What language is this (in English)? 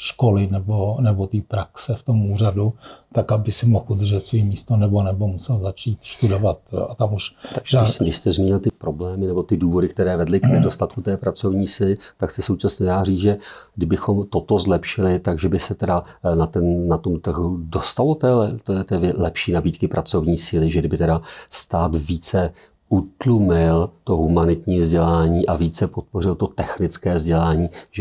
Czech